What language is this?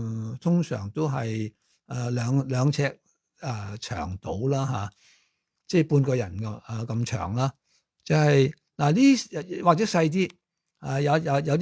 Cantonese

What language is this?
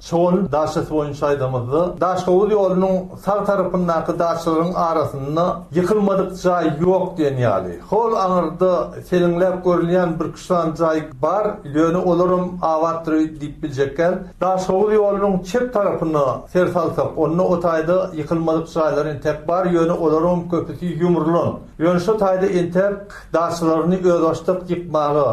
Turkmen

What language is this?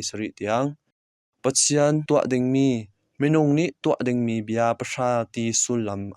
Hakha Chin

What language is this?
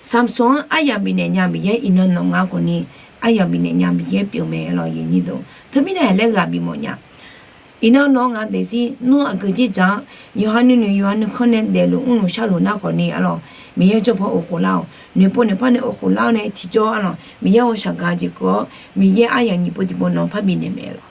Akha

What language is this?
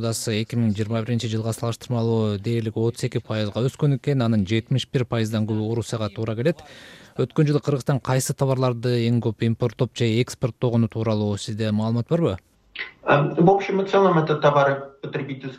Kyrgyz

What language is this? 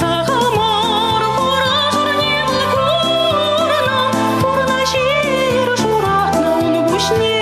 Chuvash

